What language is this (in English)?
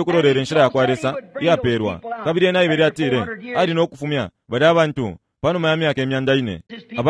Bemba